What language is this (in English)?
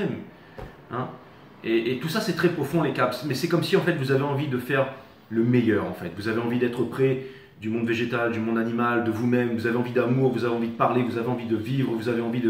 French